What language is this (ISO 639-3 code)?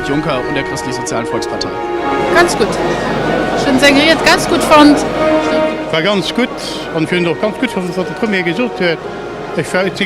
ltz